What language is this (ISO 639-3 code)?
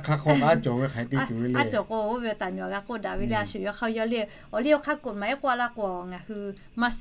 lhu